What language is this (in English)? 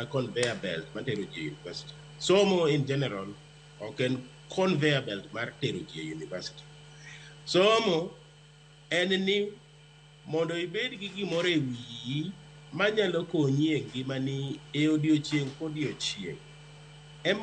Luo (Kenya and Tanzania)